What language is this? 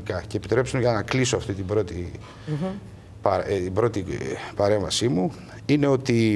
Greek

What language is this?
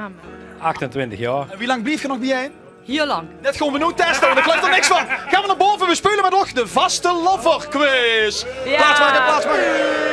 Limburgish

